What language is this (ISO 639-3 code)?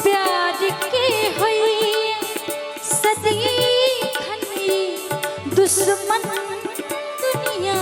mai